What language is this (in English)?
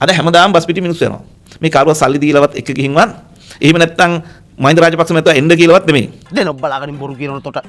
Sinhala